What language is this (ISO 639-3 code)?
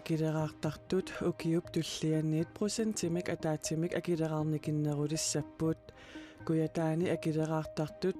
kal